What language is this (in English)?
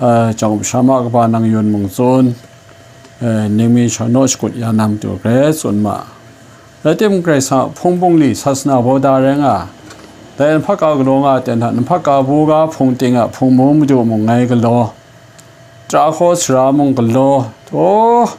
Kachin